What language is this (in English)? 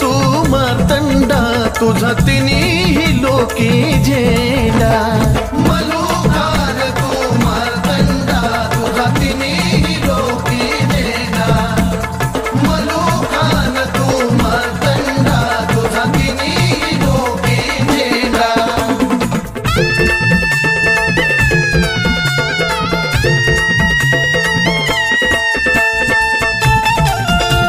Marathi